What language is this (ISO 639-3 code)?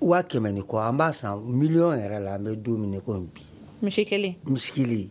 bam